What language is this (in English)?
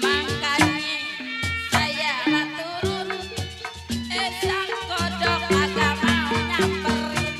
Betawi